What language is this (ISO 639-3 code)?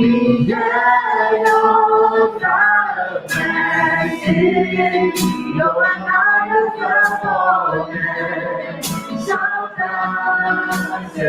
ahk